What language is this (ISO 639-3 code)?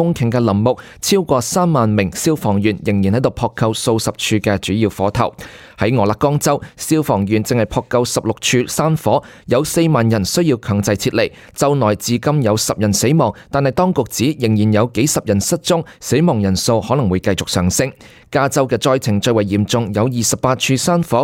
yue